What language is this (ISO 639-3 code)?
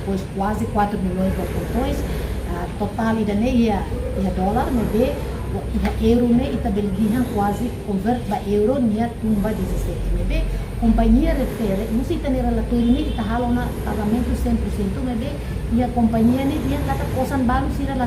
tet